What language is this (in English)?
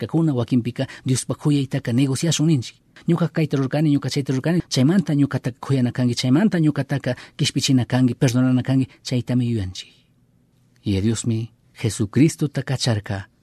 Chimborazo Highland Quichua